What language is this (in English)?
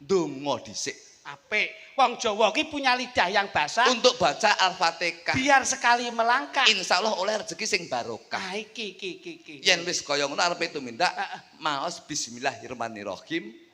Javanese